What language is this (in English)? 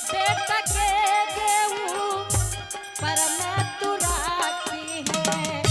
Angika